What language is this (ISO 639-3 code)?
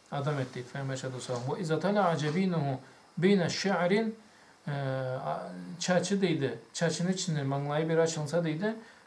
krc